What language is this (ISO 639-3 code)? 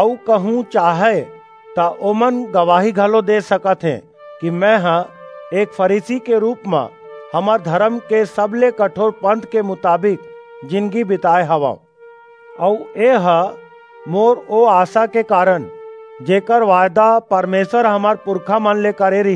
hne